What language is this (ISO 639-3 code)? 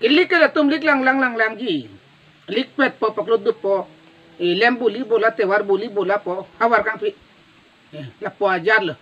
mjw